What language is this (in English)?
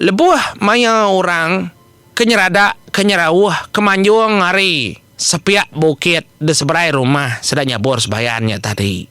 Iban